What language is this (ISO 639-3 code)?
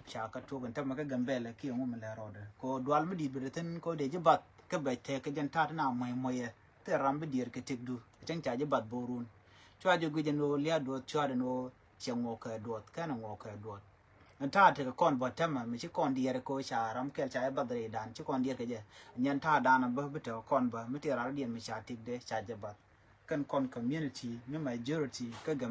nus